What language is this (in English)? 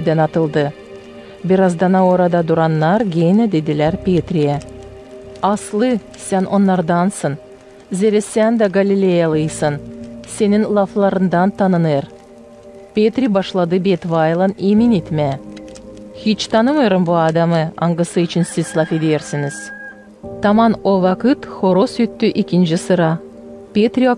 Gagauz